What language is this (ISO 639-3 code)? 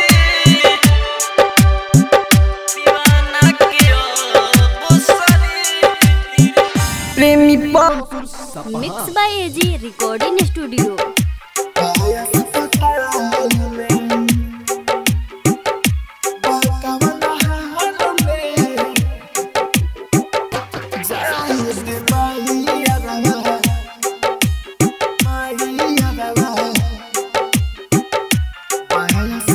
bho